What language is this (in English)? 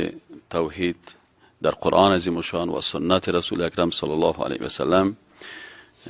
Persian